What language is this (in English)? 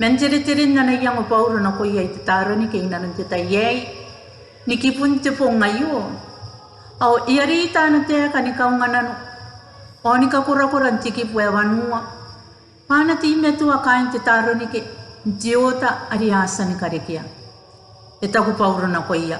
Gilbertese